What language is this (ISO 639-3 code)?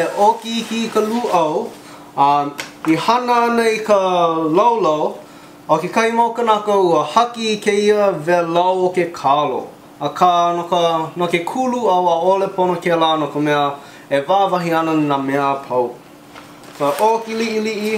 haw